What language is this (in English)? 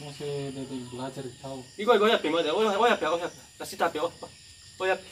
Nias